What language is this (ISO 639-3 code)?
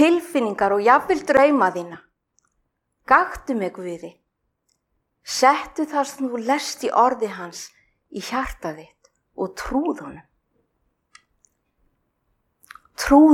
isl